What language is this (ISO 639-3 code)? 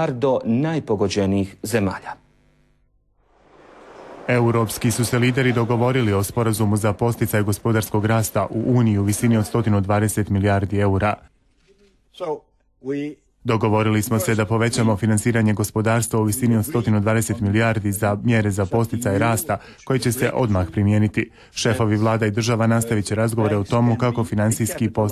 hrv